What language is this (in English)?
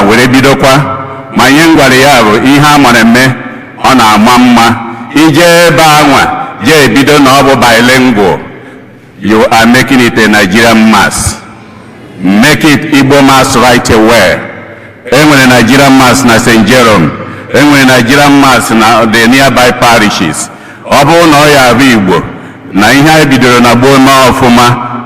Igbo